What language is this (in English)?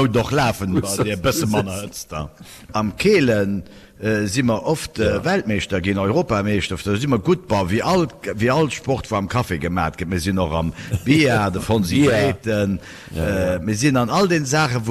Luxembourgish